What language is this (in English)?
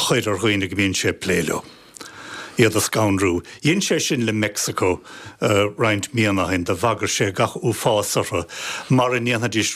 Irish